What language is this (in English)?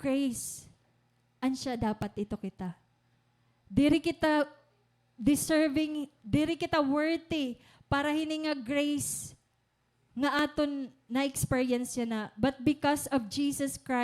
Waray